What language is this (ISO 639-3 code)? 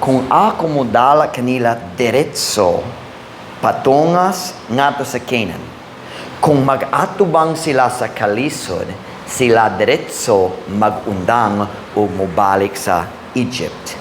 ceb